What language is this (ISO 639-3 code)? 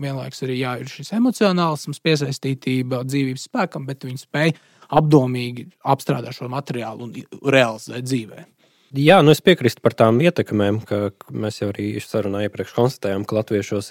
lav